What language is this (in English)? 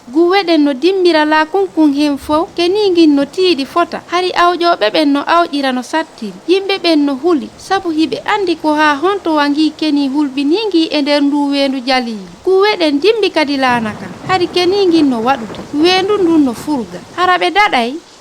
Fula